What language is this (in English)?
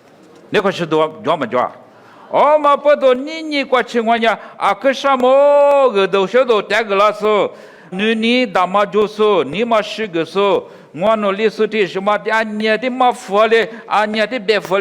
Lisu